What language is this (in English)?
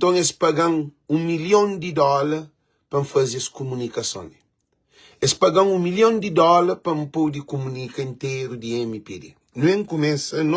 Kabuverdianu